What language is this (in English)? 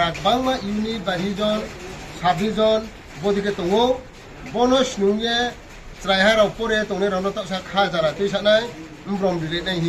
Riang (India)